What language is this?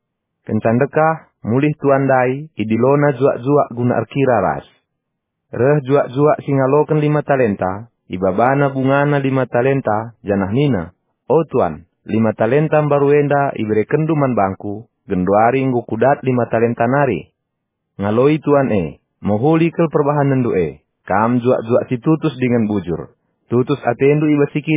Batak Karo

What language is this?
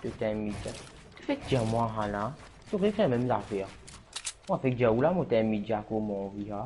Morisyen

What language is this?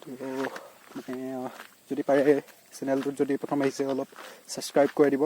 Assamese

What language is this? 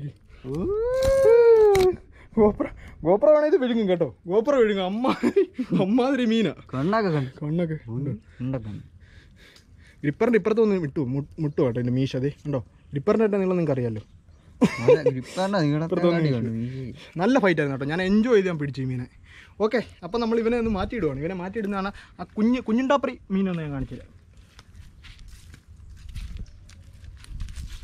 Malayalam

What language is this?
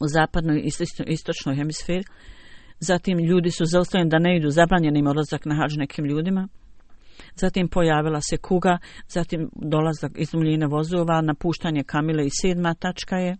Bosnian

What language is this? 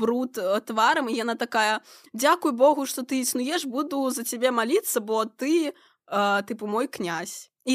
Belarusian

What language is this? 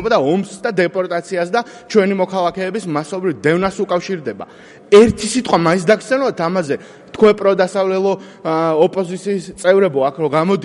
Georgian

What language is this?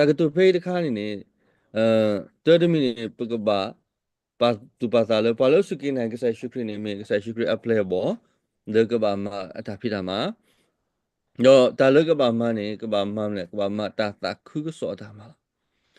S'gaw Karen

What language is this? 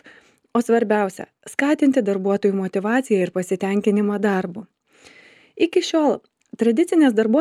Lithuanian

